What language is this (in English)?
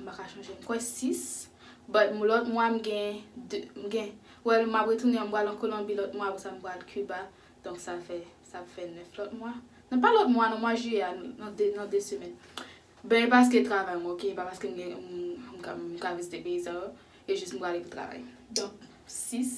Haitian Creole